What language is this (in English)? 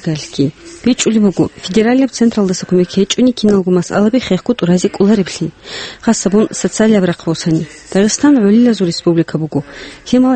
Avaric